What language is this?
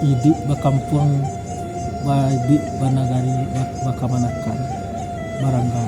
Minangkabau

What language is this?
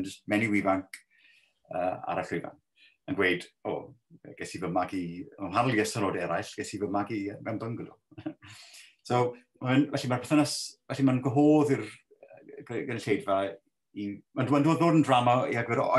Welsh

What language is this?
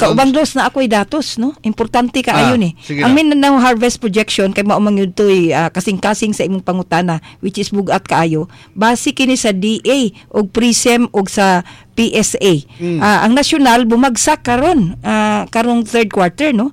Cebuano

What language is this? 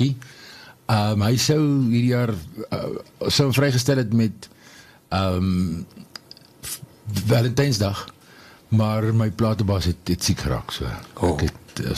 Afrikaans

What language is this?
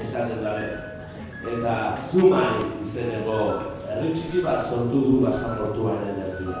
Basque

